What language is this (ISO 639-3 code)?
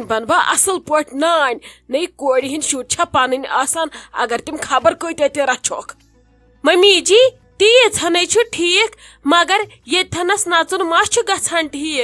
kas